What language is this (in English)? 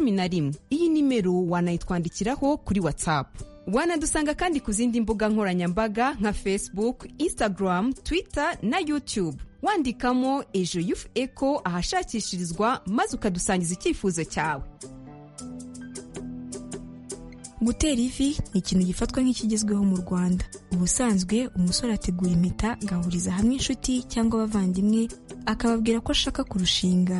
Kinyarwanda